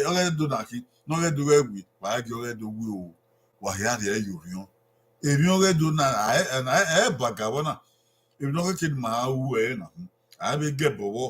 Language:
Bini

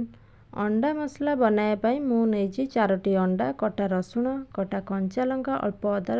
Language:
Odia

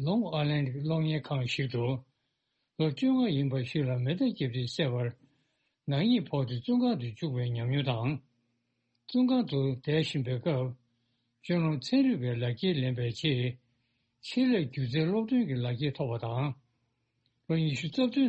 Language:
Tibetan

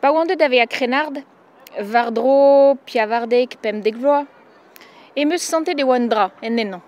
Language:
Breton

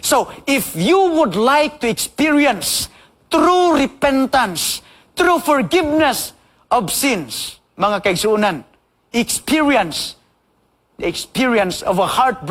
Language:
Cebuano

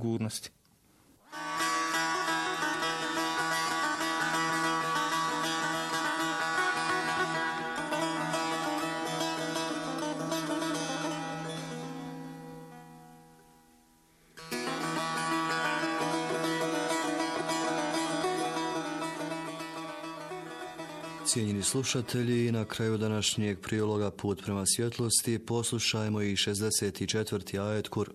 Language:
Bosnian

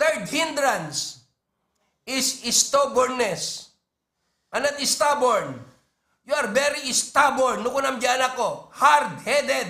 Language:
Iloko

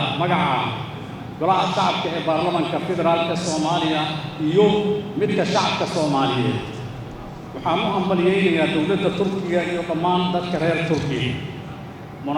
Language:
Somali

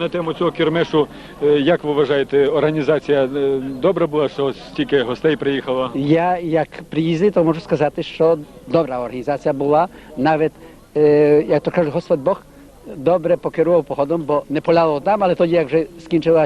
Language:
Rusyn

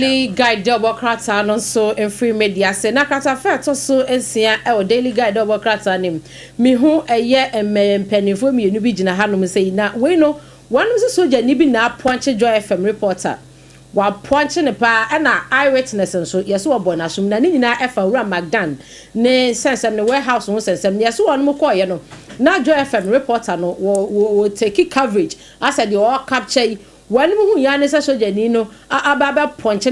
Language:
Akan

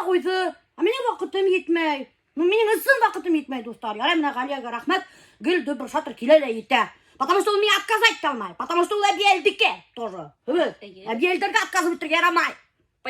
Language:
Bashkir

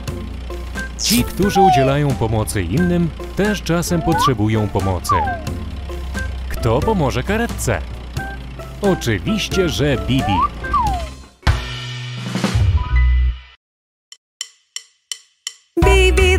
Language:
Polish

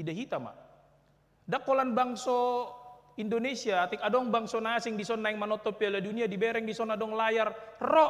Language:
Batak Toba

